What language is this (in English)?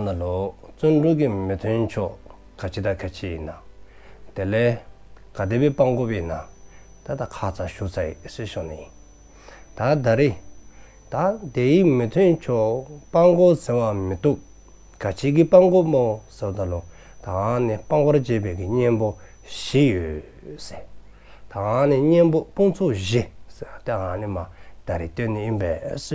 Dzongkha